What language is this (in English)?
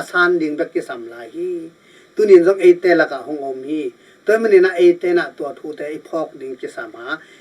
Tedim Chin